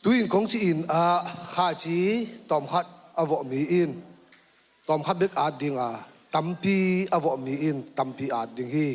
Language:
Tedim Chin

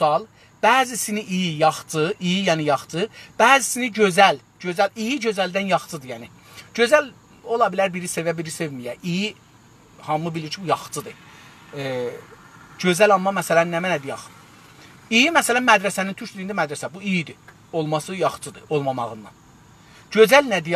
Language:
South Azerbaijani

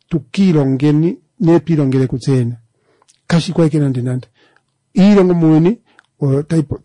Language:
Kuanyama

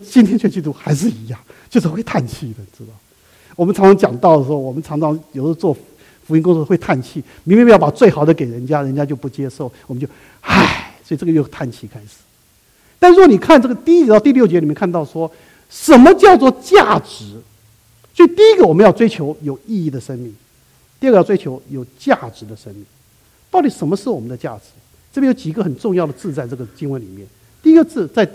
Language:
Chinese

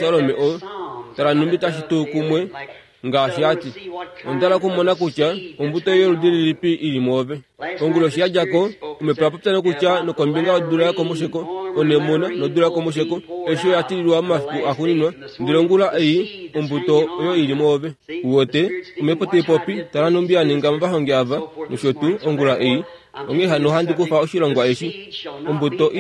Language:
Kuanyama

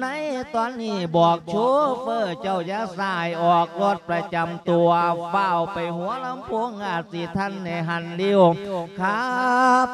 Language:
Lao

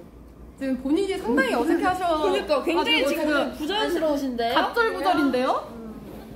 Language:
Korean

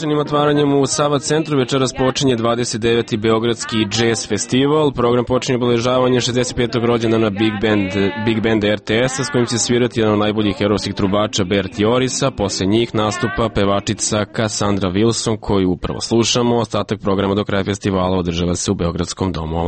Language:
Serbian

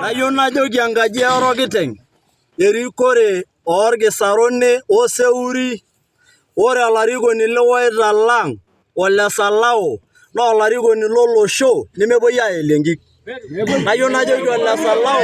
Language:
Masai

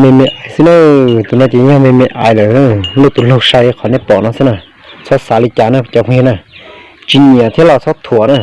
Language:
Hmong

